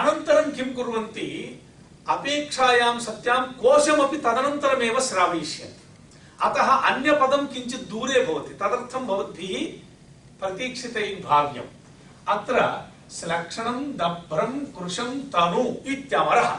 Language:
Sanskrit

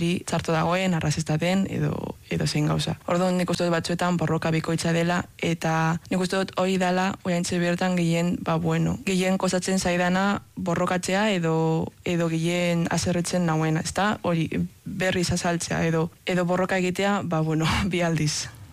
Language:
Basque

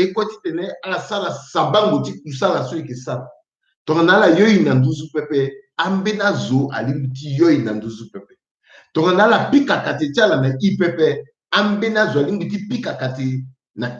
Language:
Sango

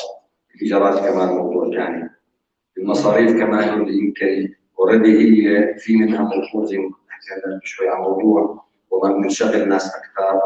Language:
North Levantine Arabic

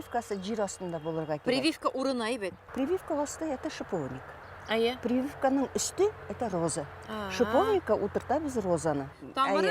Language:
Bashkir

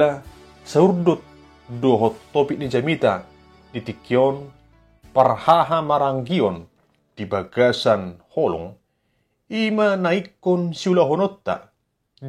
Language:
Batak Toba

